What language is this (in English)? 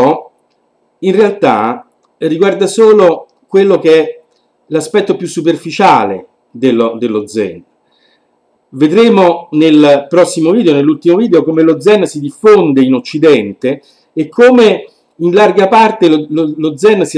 Italian